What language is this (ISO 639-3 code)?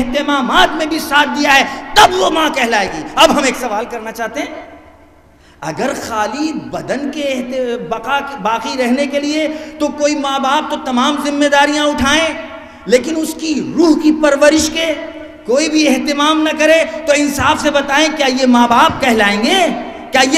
urd